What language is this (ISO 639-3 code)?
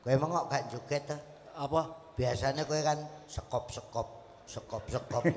jav